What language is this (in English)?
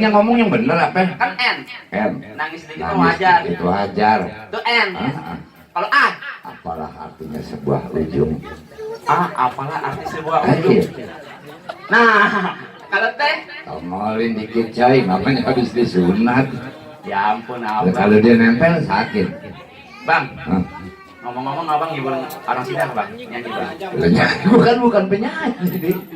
Betawi